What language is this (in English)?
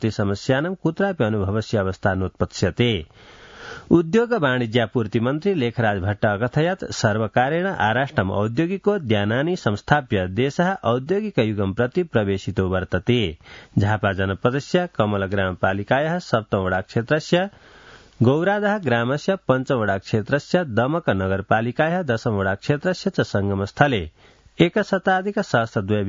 Sanskrit